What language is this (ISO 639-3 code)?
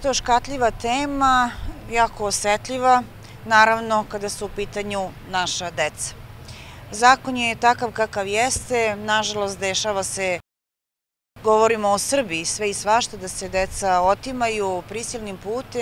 srp